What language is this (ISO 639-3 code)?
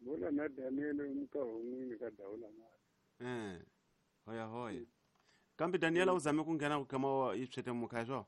tso